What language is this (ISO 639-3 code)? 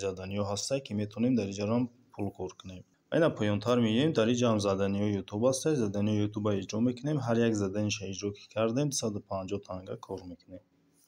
tgk